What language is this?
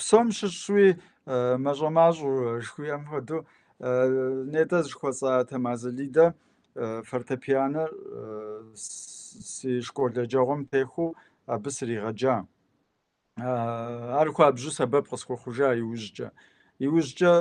Kabardian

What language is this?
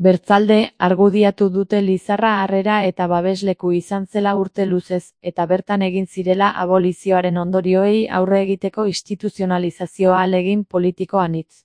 Basque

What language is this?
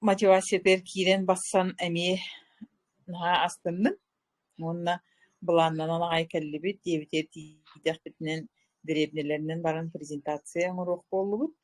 Yakut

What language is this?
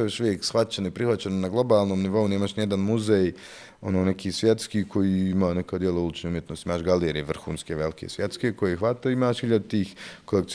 Bosnian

